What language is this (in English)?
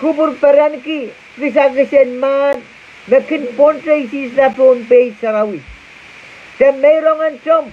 Pohnpeian